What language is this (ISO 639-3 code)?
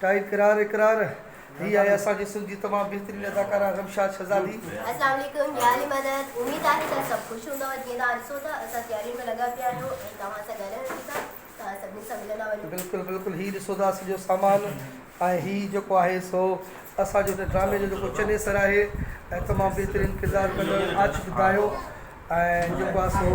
snd